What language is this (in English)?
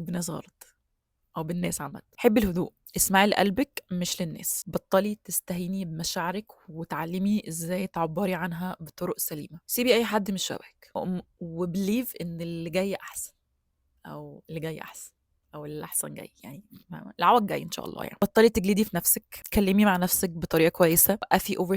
Egyptian Arabic